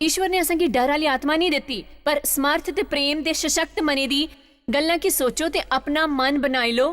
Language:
Dogri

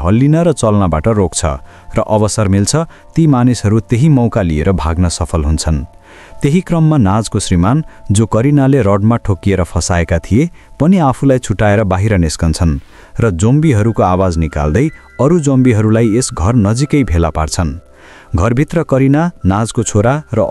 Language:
Nepali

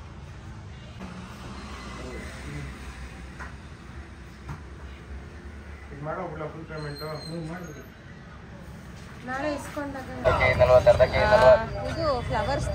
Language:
Kannada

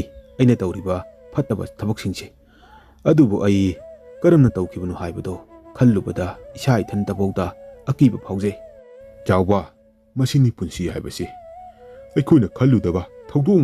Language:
Manipuri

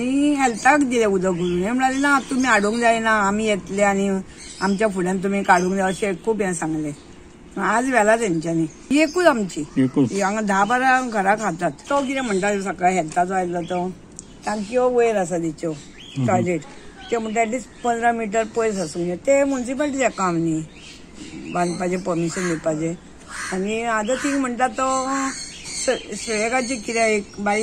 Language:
Konkani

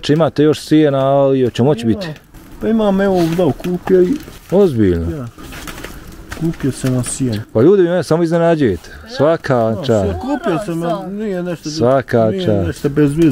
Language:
Bosnian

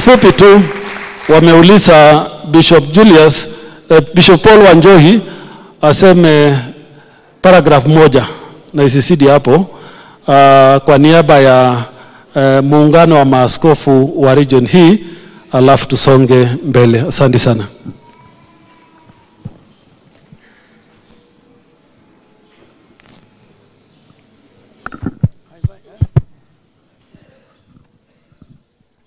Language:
Swahili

